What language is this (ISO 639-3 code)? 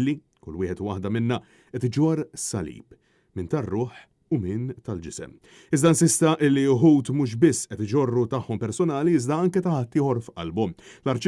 mlt